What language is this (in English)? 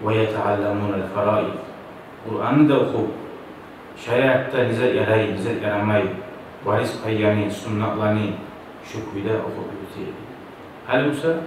Kumyk